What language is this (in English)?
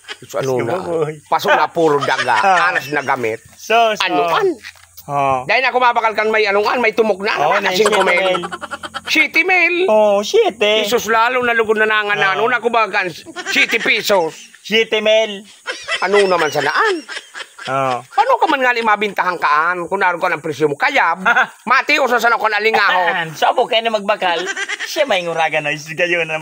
Bikol